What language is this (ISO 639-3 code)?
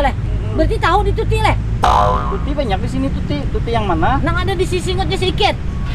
bjn